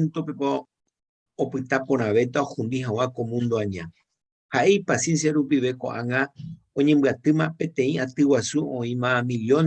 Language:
Guarani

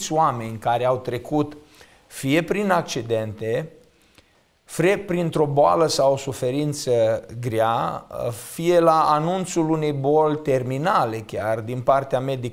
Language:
Romanian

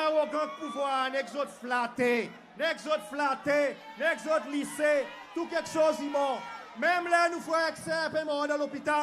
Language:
Seselwa Creole French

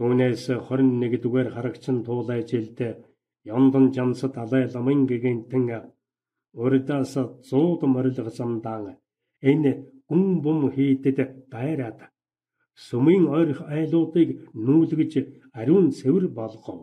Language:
Mongolian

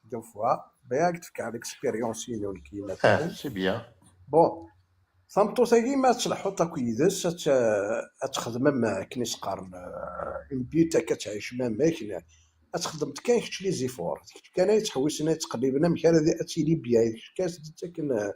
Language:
Kabyle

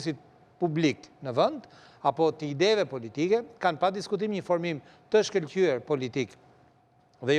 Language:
Albanian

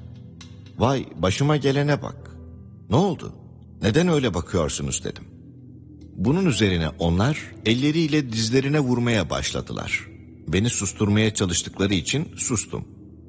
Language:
Turkish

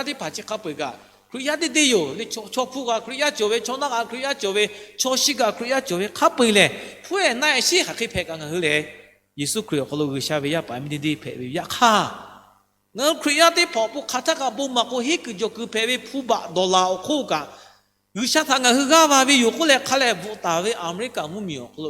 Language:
Lahu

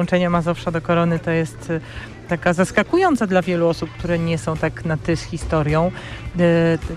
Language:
Polish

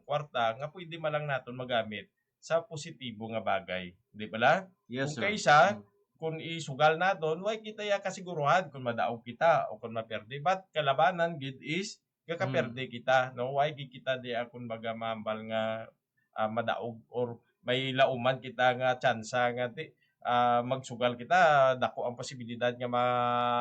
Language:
Hiligaynon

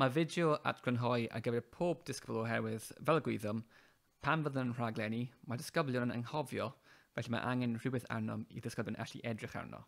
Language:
Welsh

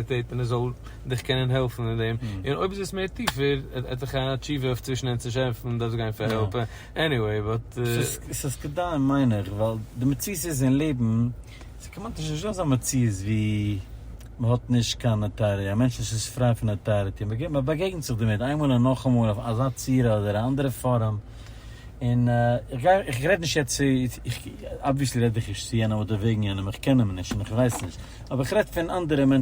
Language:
Yiddish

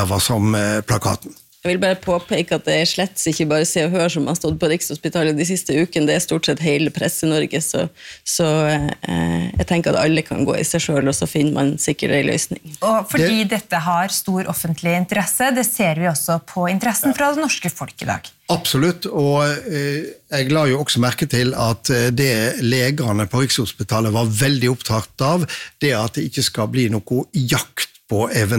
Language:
Norwegian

